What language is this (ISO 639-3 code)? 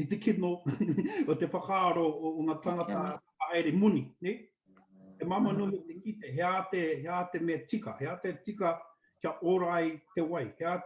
mri